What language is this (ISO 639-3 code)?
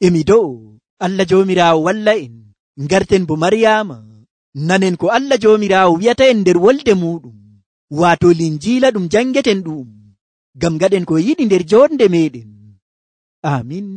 fuv